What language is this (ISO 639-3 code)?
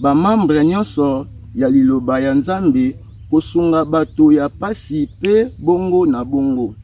lin